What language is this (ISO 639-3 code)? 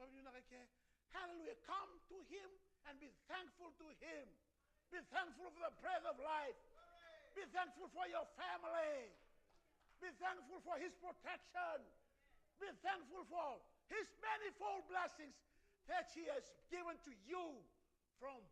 fij